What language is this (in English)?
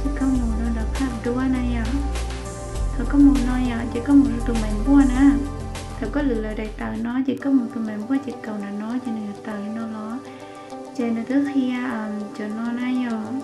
Hmong